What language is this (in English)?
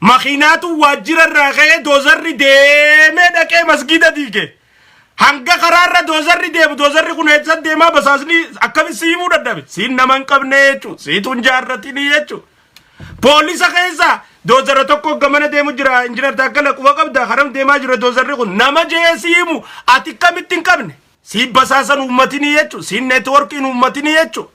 Oromo